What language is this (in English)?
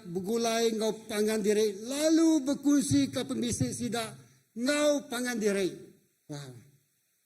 Iban